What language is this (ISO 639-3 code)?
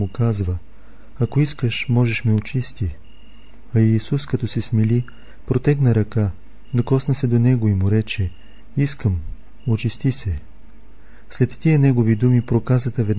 bul